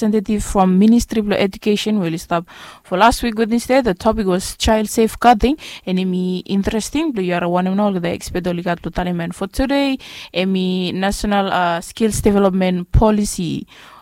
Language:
Bislama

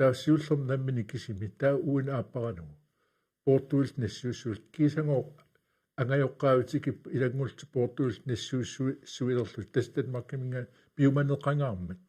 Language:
Kalaallisut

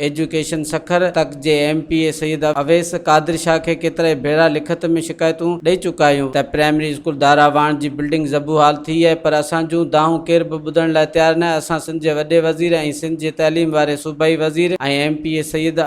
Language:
Sindhi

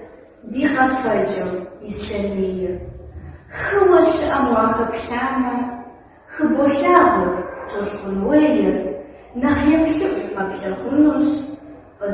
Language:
Kabardian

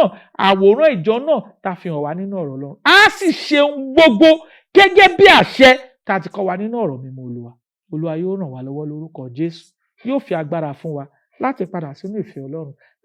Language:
Yoruba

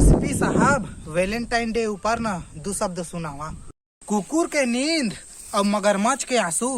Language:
Chhattisgarhi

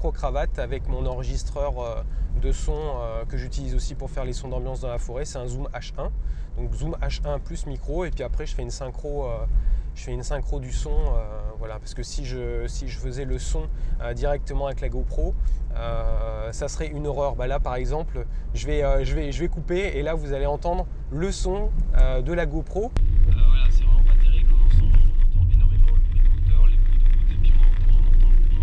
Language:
French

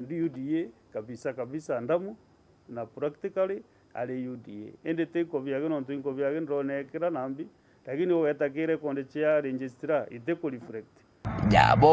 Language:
Meru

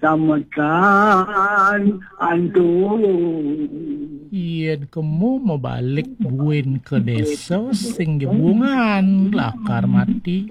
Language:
Balinese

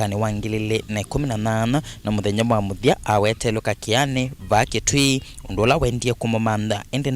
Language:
Kamba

